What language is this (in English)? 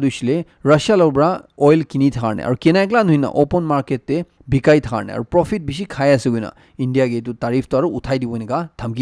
Naga Pidgin